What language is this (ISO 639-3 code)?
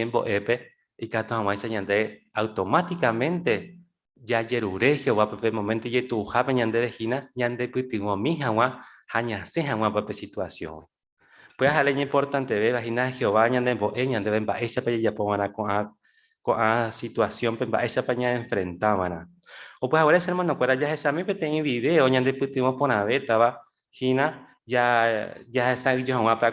grn